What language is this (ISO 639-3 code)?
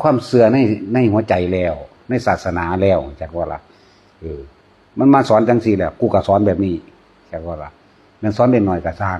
tts